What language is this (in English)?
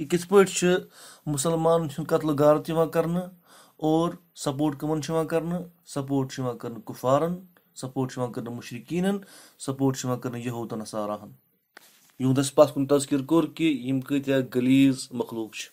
Kashmiri